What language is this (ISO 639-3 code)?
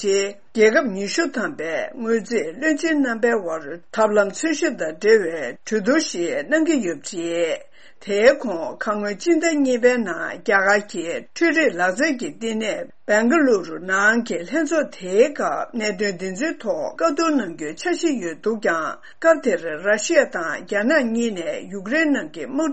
bod